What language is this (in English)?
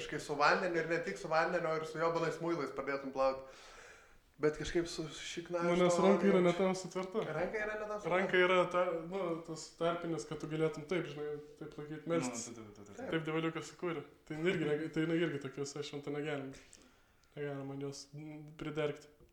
Lithuanian